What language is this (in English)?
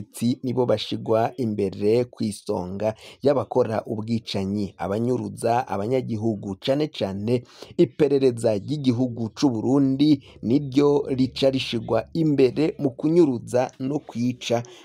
Rundi